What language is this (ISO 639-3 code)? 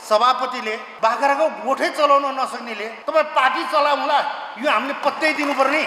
nep